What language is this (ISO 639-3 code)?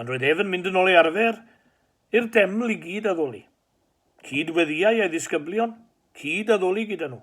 cym